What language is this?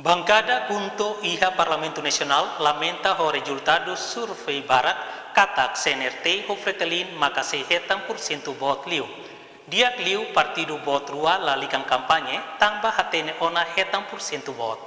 Tetum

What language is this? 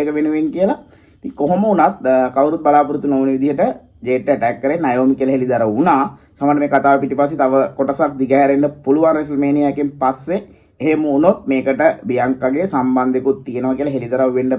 Sinhala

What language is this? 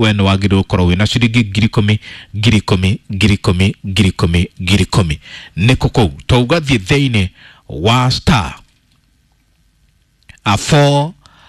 Kikuyu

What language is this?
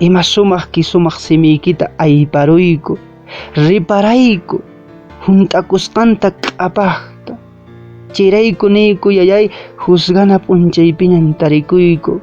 Quechua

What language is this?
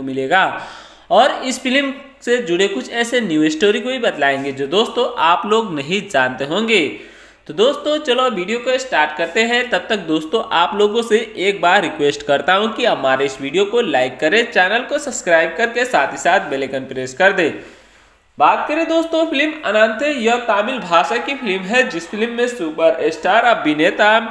Hindi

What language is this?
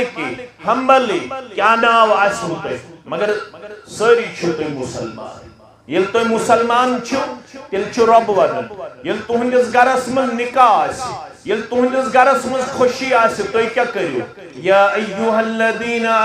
Kashmiri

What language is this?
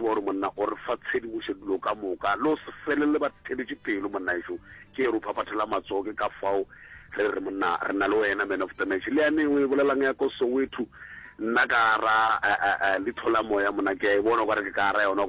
Northern Sotho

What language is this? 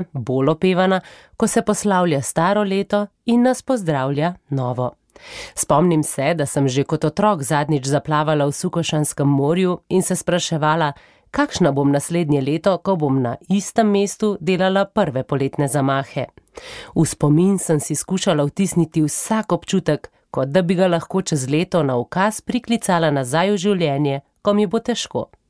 Slovenian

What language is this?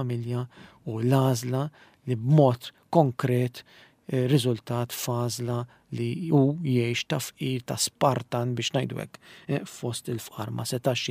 Maltese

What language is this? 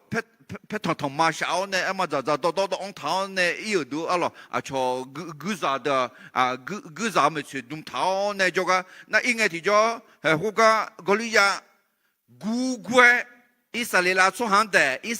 Akha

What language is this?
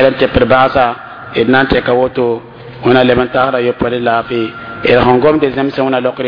Mossi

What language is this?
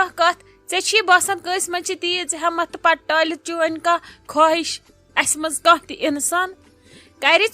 Kashmiri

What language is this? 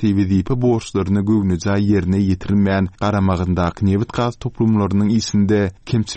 Turkmen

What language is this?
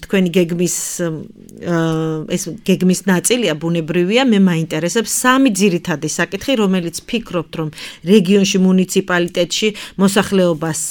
Georgian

